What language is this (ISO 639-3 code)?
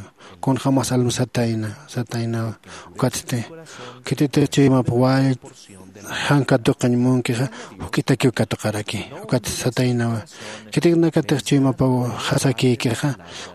aym